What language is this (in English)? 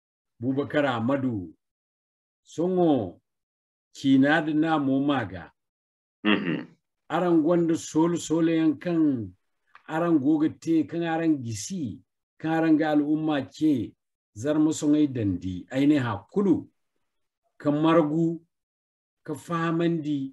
Zarma